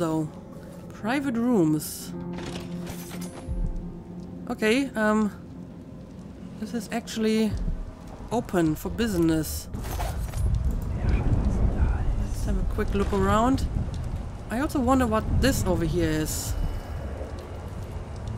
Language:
English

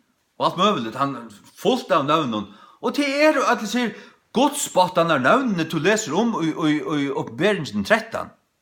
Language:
Faroese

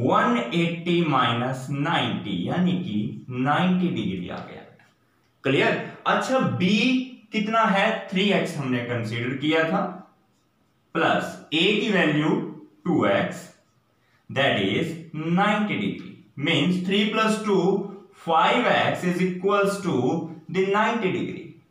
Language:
Hindi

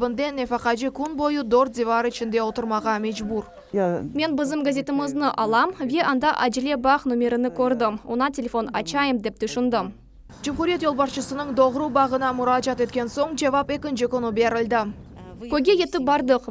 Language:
Crimean Tatar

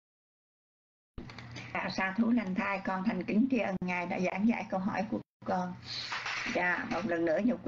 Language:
Vietnamese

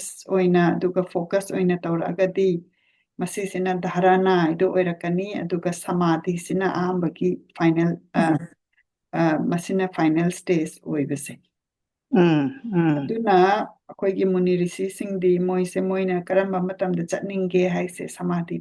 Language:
Manipuri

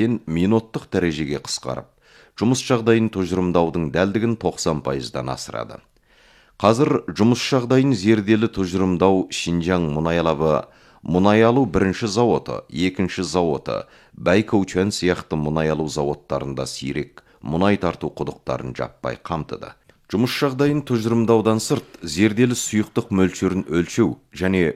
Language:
Kazakh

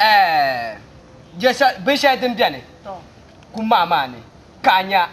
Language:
Dagbani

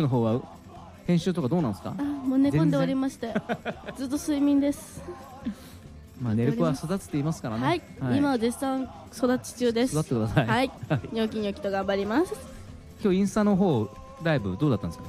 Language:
Japanese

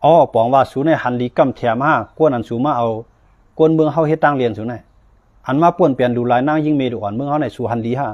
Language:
Shan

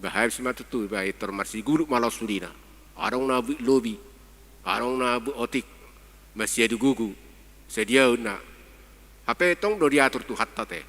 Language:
Batak Toba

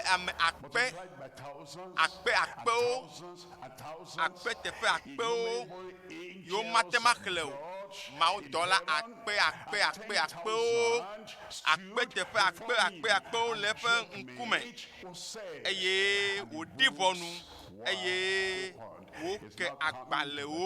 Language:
Ewe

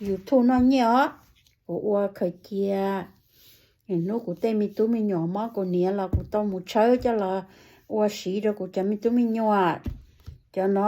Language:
Hmong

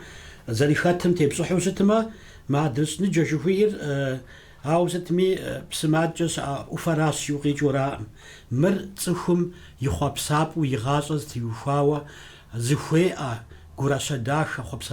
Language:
Kabardian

